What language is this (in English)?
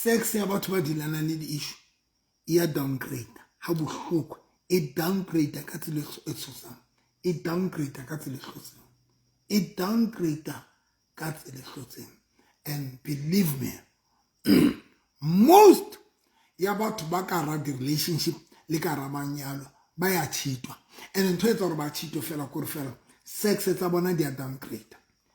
Southern Sotho